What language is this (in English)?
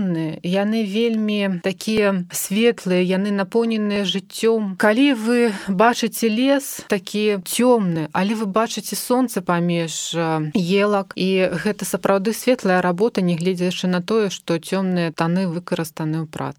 Belarusian